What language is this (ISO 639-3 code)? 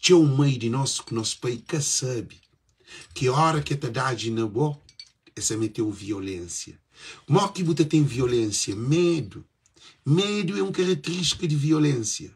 kea